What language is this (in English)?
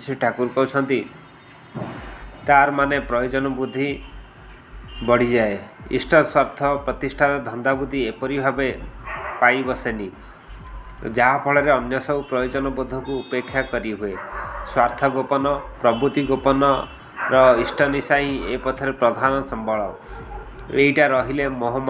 Odia